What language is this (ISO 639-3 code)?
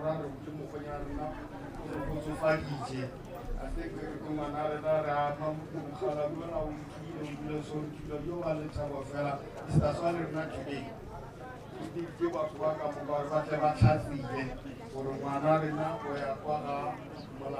nso